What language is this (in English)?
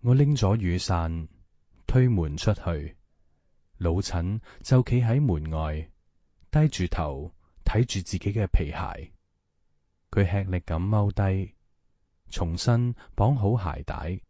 Cantonese